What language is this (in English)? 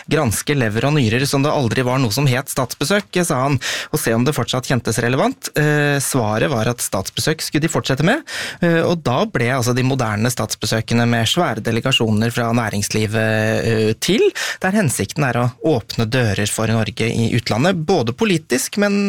Norwegian